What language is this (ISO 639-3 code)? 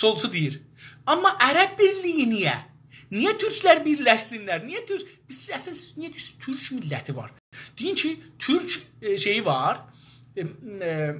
azb